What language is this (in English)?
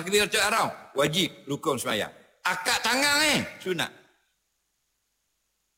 Malay